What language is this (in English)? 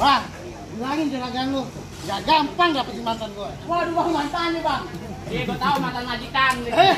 Betawi